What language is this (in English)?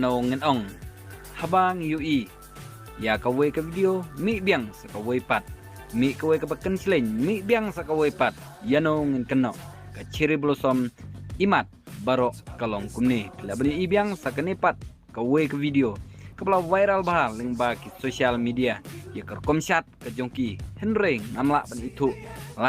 Khasi